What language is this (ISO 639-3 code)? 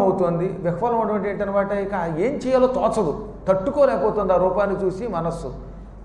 tel